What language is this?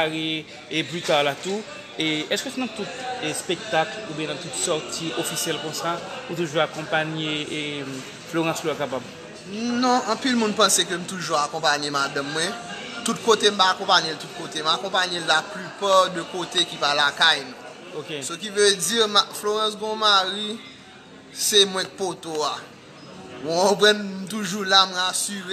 Haitian Creole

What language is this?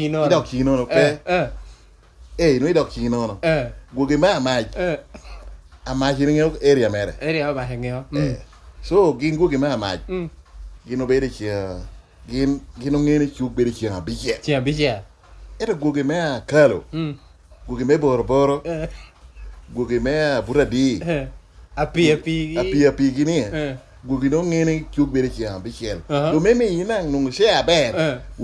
Lango (Uganda)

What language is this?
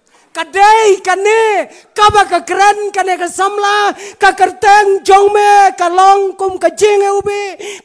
Khasi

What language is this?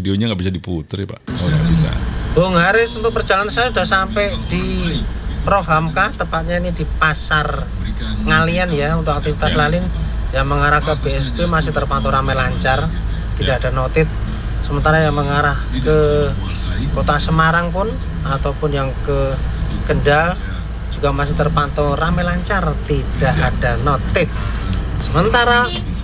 Indonesian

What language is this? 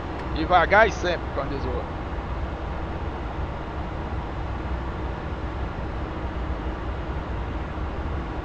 Portuguese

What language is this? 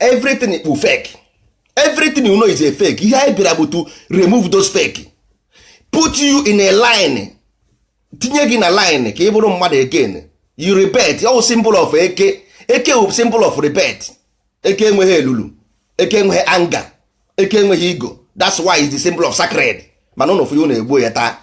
Igbo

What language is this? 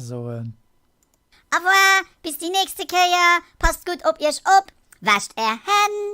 Luxembourgish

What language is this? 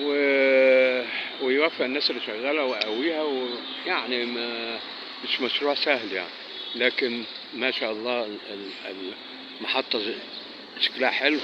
Egyptian Arabic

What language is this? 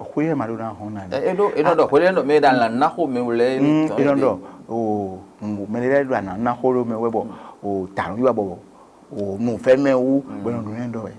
Fon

